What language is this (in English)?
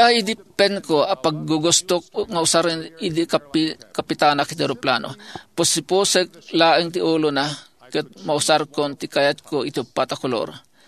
Iloko